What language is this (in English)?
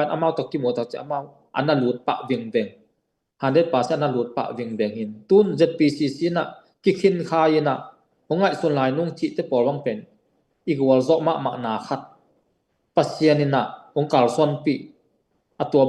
Tedim Chin